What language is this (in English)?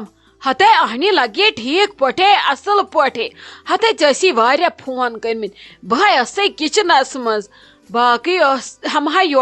Kashmiri